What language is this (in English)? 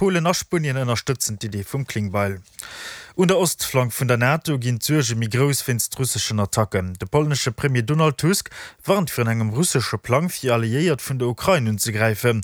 Luxembourgish